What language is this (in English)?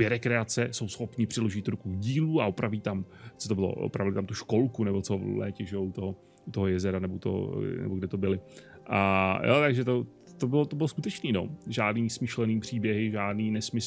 Czech